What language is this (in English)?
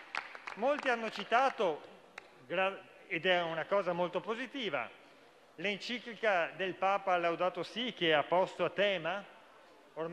Italian